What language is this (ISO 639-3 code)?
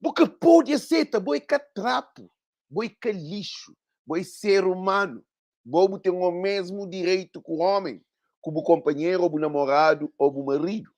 kea